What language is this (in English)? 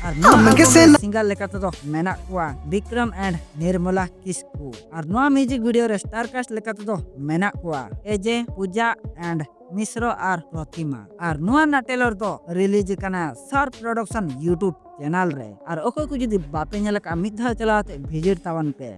Santali